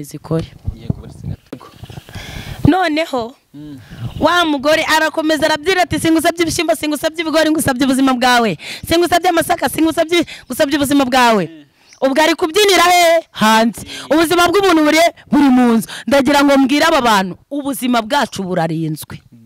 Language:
Kinyarwanda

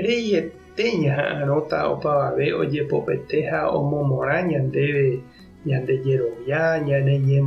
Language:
Guarani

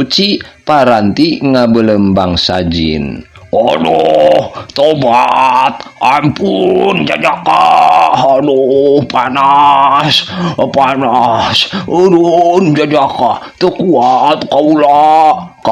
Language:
Sundanese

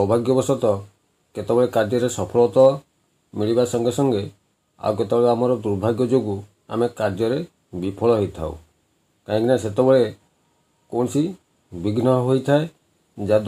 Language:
Odia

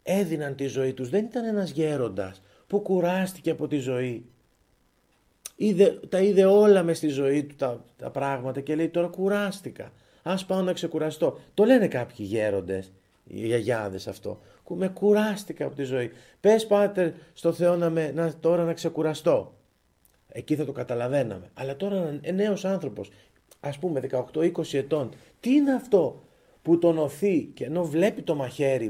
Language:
Greek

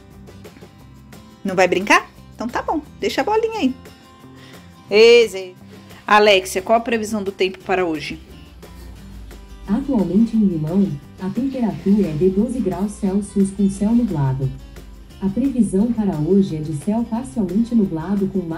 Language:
Portuguese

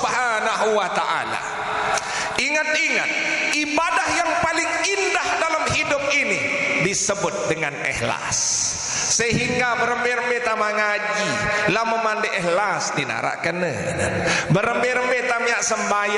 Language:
Sasak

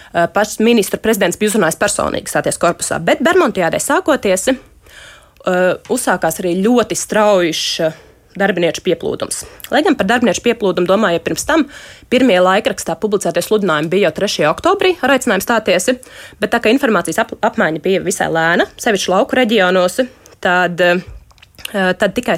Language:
Latvian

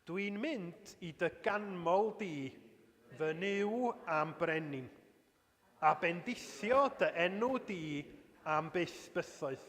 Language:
Welsh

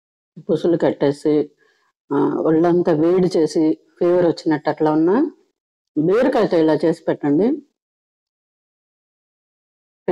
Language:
Telugu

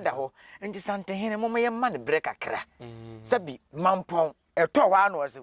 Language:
Akan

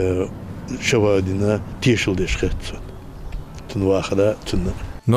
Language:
Ingush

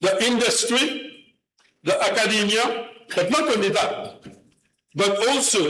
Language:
Morisyen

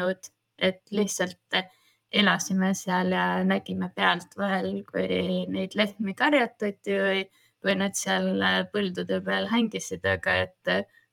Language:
Estonian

